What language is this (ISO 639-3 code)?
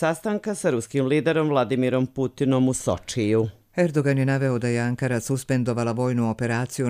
hrv